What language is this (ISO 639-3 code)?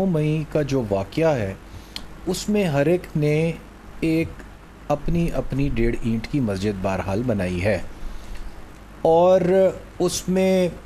urd